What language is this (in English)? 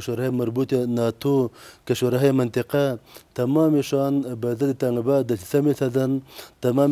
Persian